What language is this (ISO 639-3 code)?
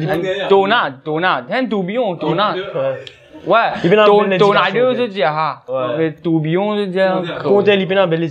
mfe